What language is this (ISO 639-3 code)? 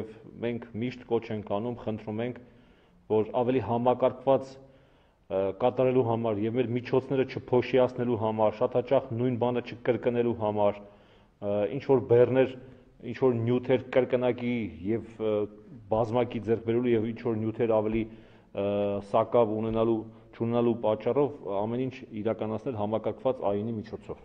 hye